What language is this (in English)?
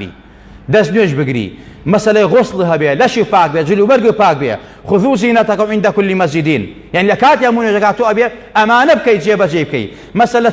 Central Kurdish